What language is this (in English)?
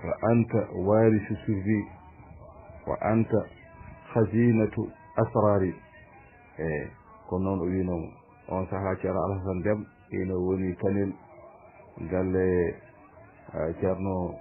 Fula